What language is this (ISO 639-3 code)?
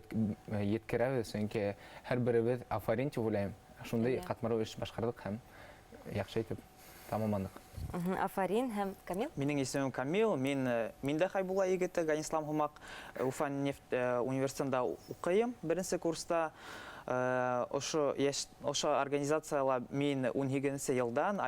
bak